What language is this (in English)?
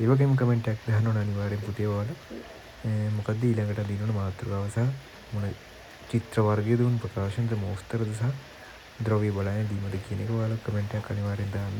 Sinhala